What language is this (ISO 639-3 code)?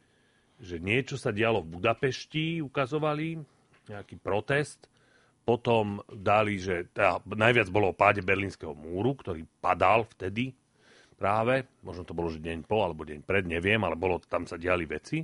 slk